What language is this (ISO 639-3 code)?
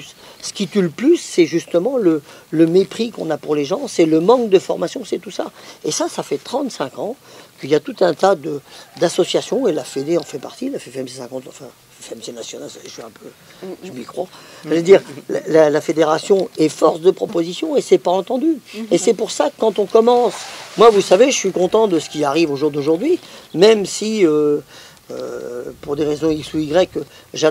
fra